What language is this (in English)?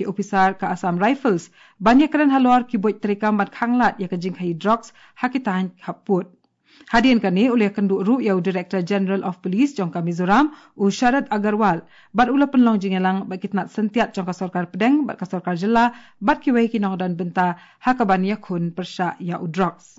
Khasi